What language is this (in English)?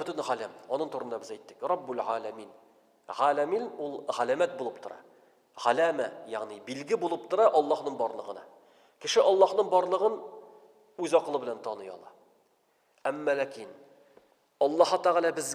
Tatar